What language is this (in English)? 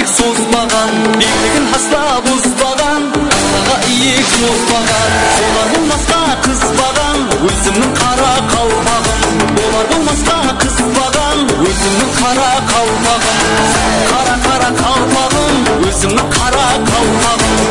Kara-Kalpak